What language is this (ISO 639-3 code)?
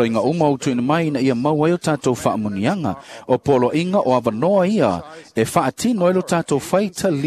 smo